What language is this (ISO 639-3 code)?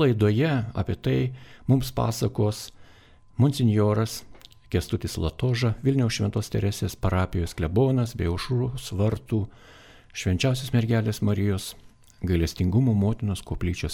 lit